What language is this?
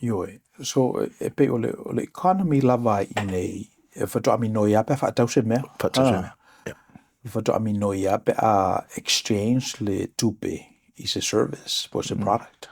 Samoan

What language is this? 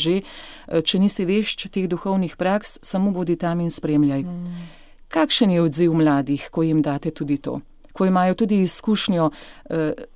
Slovenian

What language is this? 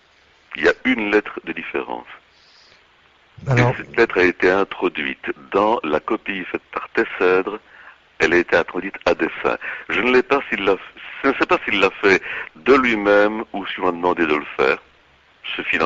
French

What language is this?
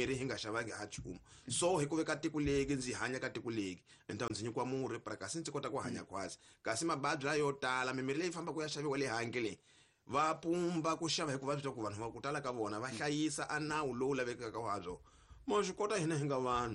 Tsonga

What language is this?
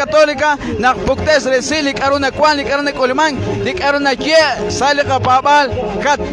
Kekchí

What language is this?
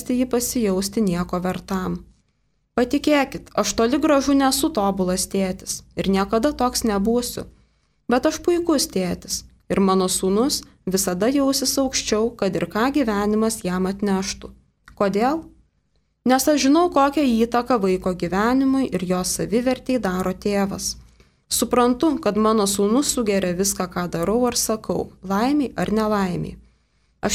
Lithuanian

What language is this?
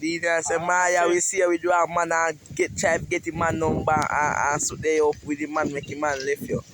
Jamaican Creole English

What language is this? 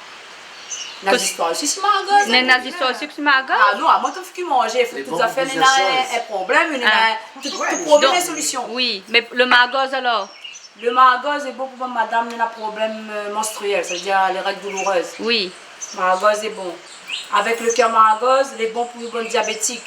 Réunion Creole French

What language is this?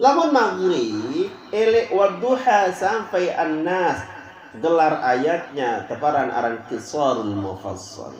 Sasak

